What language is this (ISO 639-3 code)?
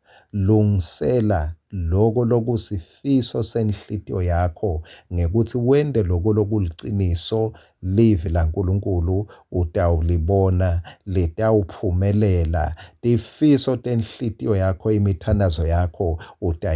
ssw